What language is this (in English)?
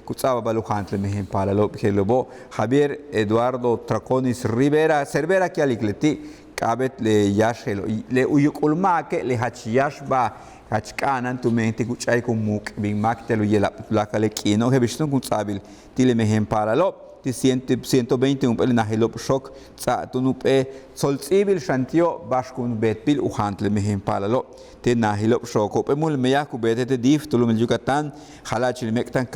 Yucateco